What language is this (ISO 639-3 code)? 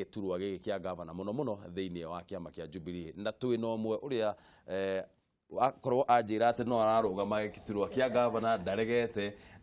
kik